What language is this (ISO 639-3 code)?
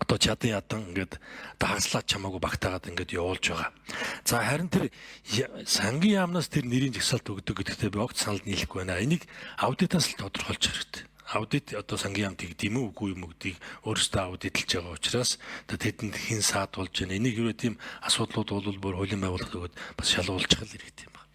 mon